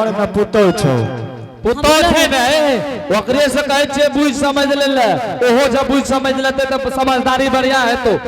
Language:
Angika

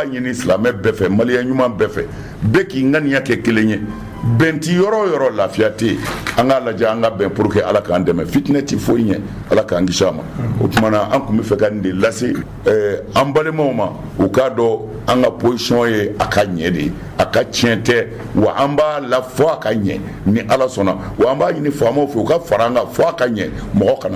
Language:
Bambara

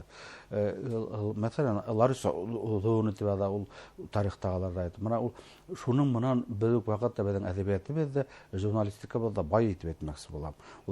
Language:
Bashkir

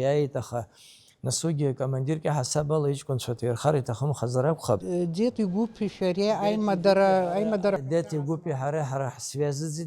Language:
Abkhazian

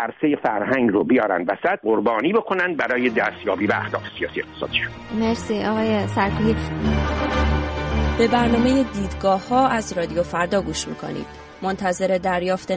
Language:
Persian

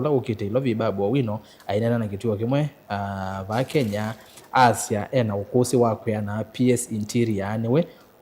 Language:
Kamba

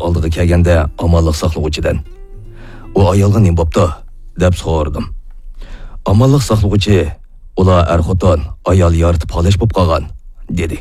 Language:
Uyghur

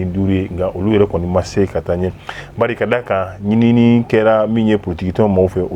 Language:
Bambara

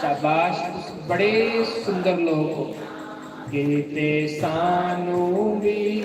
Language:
Dogri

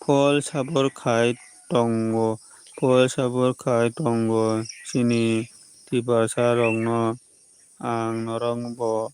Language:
Kok Borok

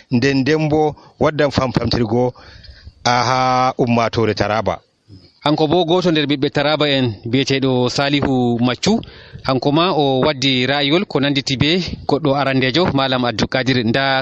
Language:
Nigerian Fulfulde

